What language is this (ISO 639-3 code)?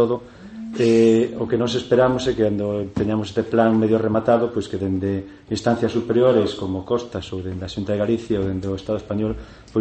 glg